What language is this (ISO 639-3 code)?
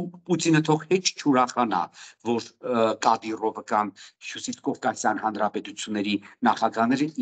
hye